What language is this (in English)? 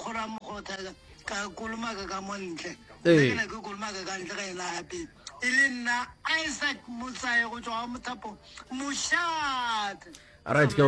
Northern Sotho